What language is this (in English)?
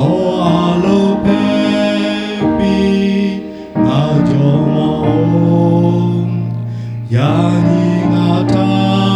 Lahu